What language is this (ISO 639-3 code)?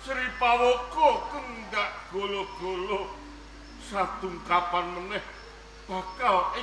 jav